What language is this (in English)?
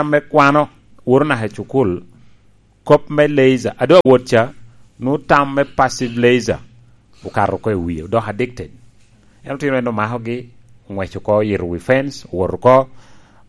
Lango (Uganda)